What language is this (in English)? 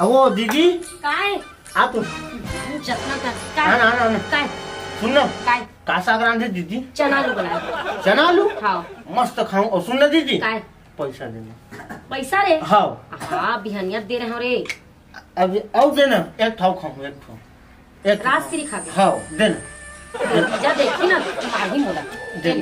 Chhattisgarhi